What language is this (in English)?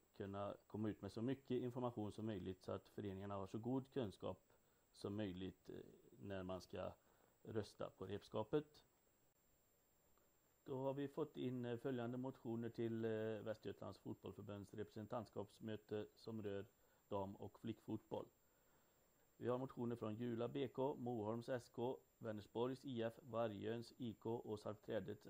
Swedish